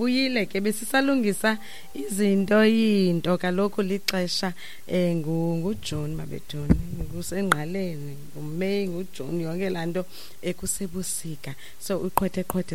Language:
Xhosa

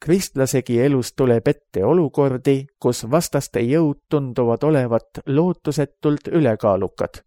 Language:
Estonian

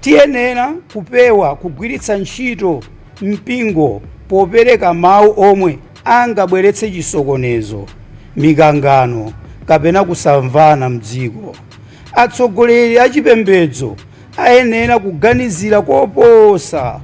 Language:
Nyanja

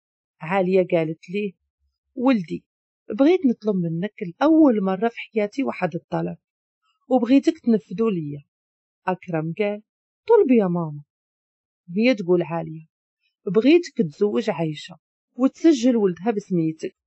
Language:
Moroccan Arabic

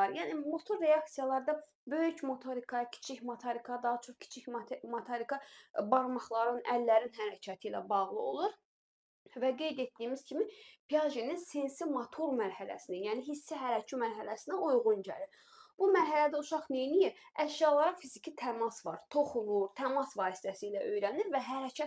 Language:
Azerbaijani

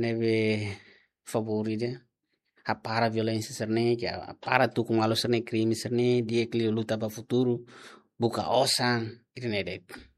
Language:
Tetum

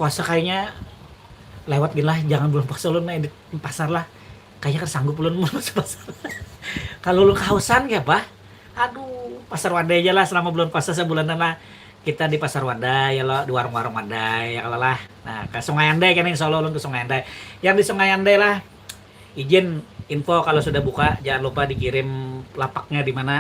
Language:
Banjar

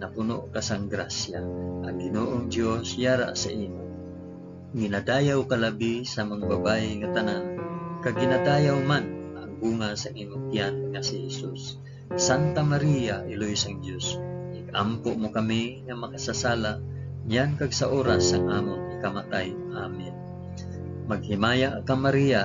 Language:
Hiligaynon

